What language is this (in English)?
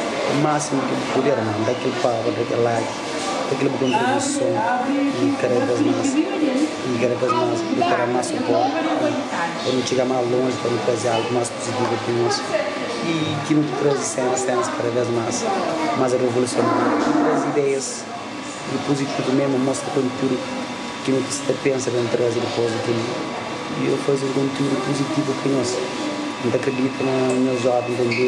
Kabuverdianu